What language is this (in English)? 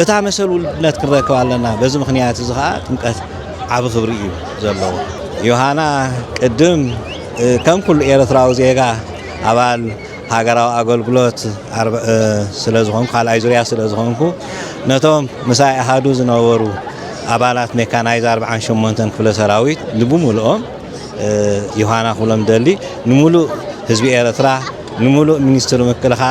Tigrinya